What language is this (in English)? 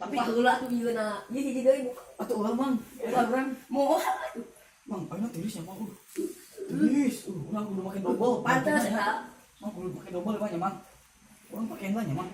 Sundanese